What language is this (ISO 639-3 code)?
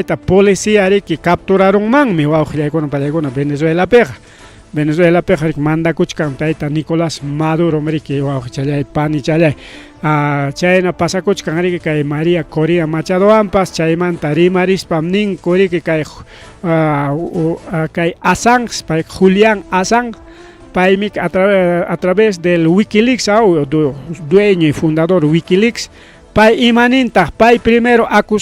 quy